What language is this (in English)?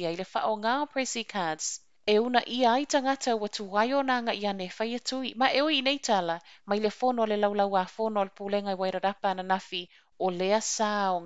Samoan